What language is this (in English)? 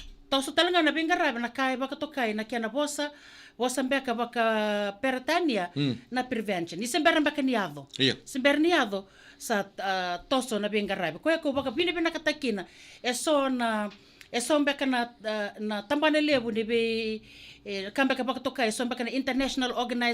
Fijian